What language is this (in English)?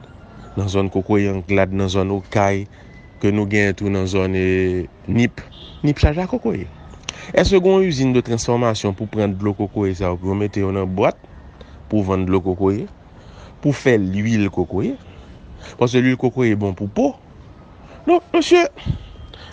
Haitian Creole